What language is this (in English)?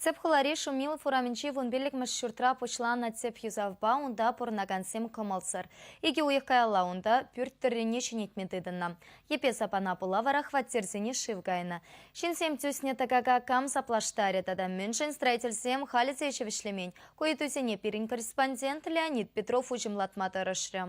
Chuvash